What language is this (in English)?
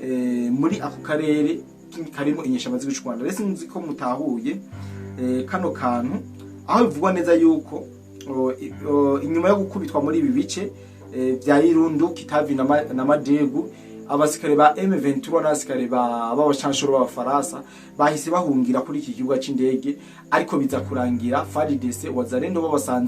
Rundi